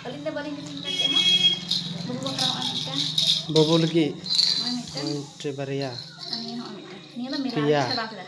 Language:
Santali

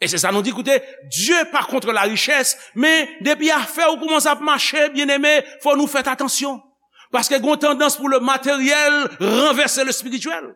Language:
Haitian Creole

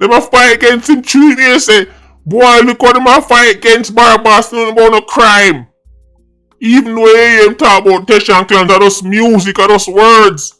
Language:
Jamaican Creole English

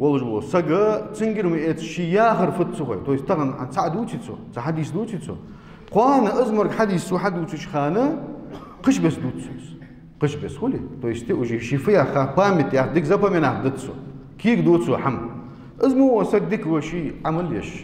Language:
Ingush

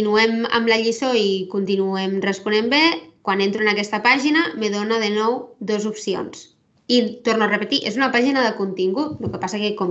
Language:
Catalan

